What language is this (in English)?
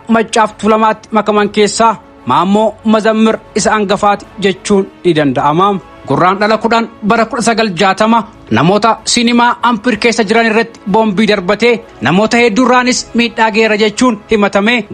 Oromo